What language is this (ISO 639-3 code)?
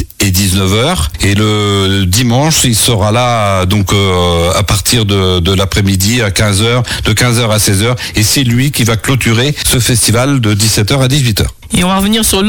fra